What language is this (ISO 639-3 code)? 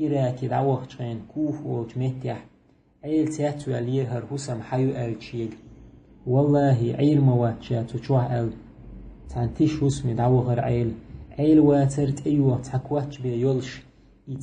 che